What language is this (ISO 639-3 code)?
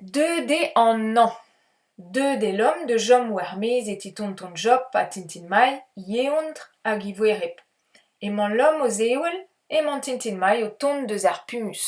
bre